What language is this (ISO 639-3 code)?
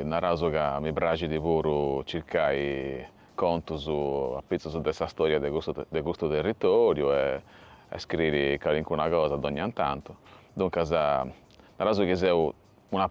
srd